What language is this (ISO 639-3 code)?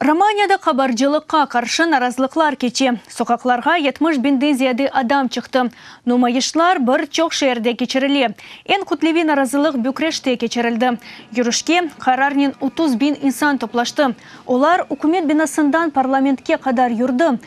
crh